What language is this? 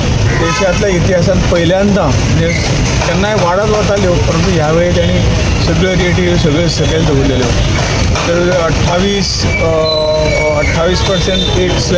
Konkani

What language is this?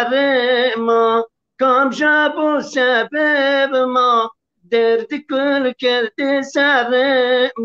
Zaza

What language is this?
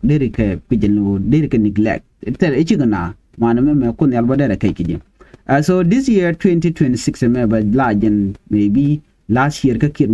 Nuer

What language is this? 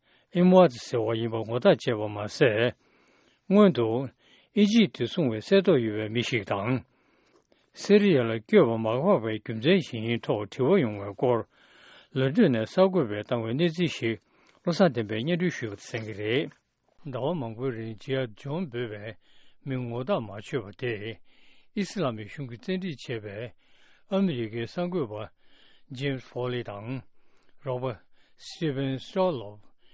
Tibetan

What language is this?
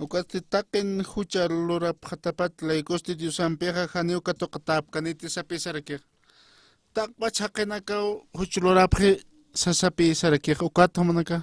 Aymara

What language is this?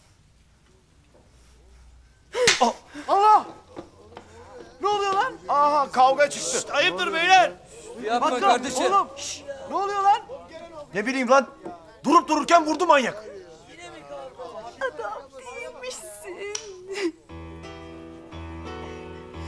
Turkish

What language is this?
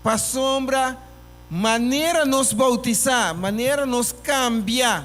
Papiamento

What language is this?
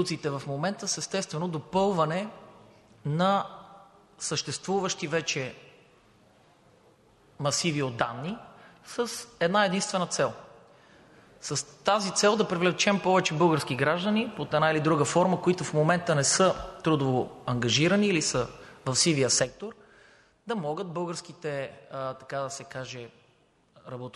Bulgarian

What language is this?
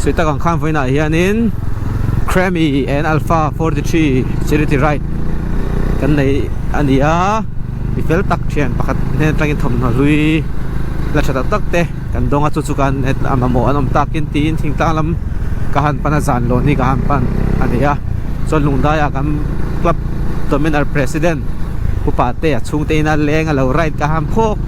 Mizo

